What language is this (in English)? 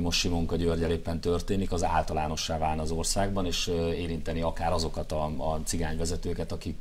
Hungarian